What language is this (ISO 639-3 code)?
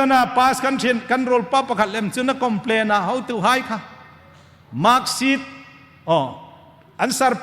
hmr